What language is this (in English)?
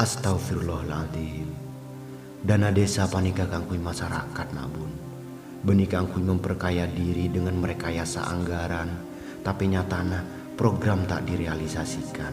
Madurese